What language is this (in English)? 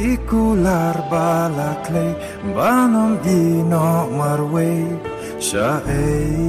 Khasi